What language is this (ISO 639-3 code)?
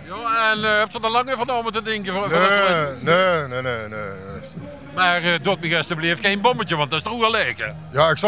nld